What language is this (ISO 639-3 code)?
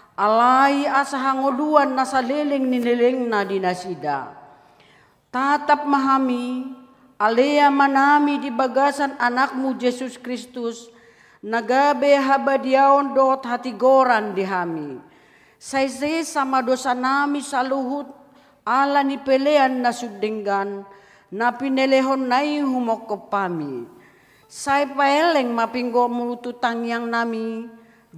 bbc